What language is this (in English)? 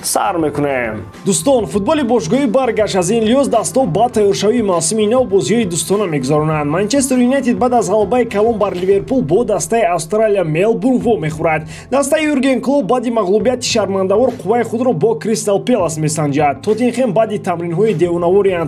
Tajik